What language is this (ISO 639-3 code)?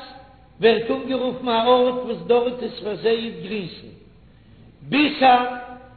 yid